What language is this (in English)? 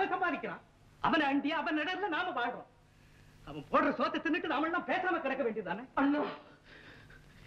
Tamil